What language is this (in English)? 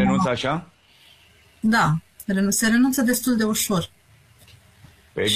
Romanian